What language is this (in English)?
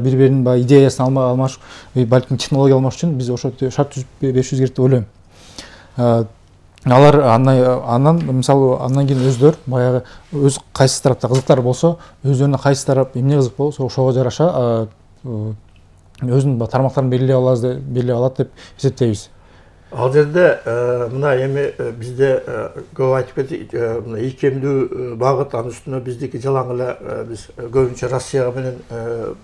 Kyrgyz